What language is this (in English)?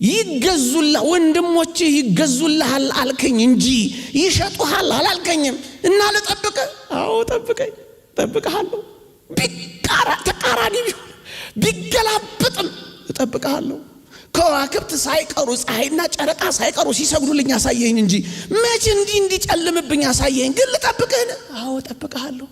Amharic